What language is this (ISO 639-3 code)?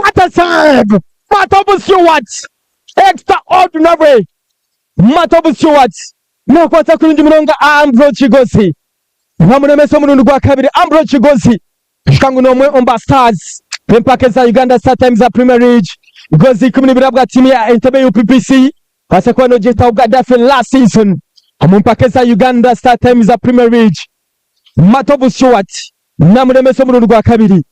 nyn